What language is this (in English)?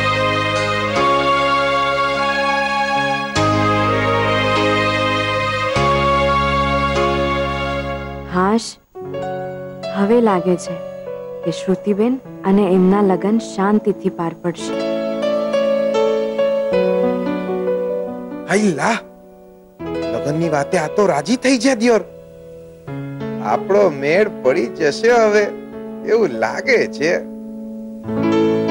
Gujarati